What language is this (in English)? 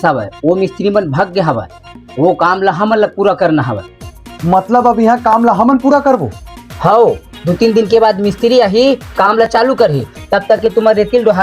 Chhattisgarhi